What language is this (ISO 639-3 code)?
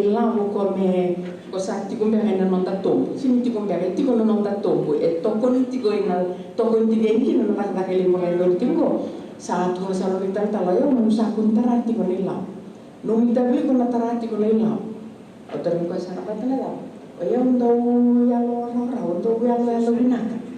fij